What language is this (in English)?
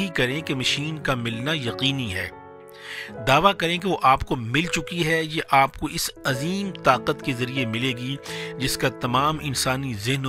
Urdu